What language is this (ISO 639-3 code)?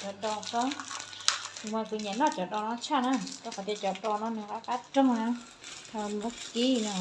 hmn